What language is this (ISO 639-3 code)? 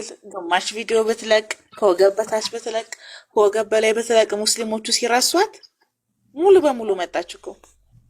amh